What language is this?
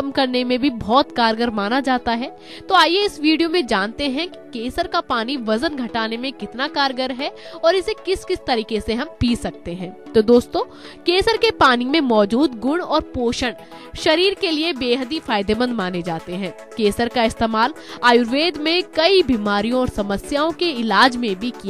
Hindi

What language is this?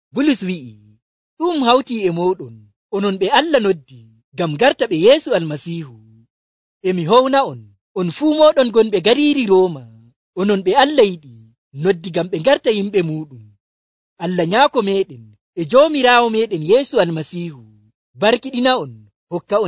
Nigerian Fulfulde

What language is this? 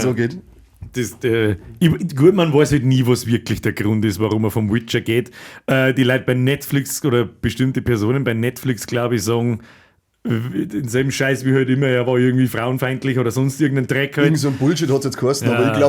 Bavarian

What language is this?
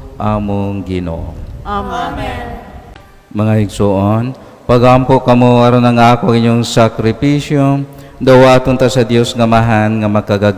Cebuano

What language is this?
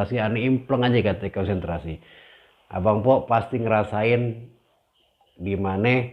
Betawi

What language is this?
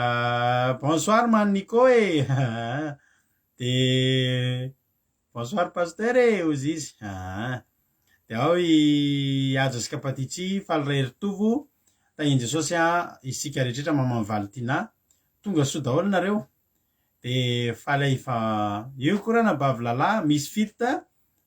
Malagasy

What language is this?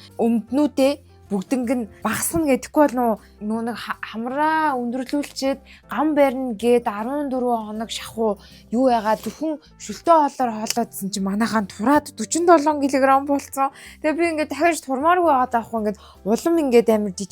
Mongolian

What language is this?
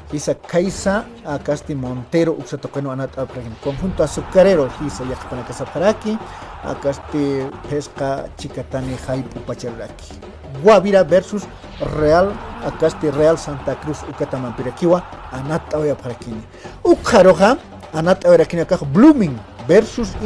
Aymara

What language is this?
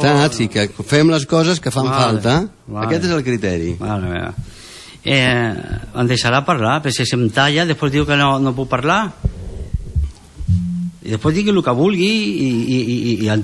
Catalan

